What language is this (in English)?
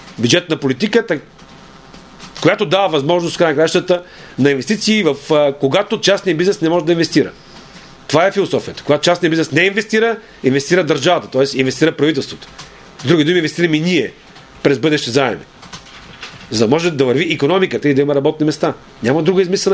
Bulgarian